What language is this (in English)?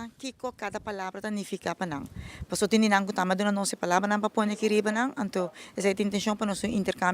Papiamento